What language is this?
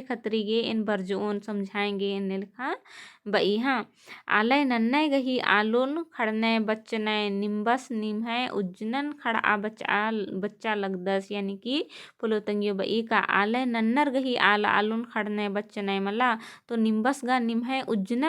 Kurukh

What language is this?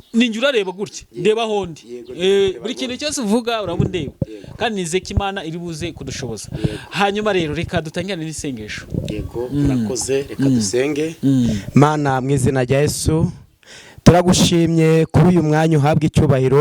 Kinyarwanda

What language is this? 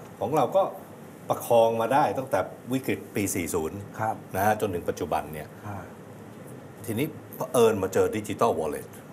Thai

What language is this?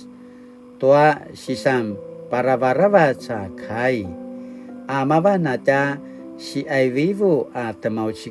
Paiwan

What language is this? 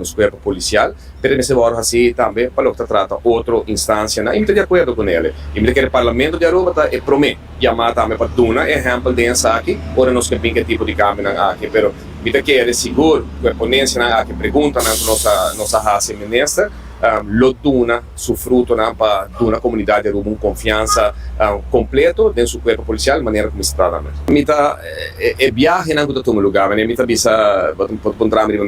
Papiamento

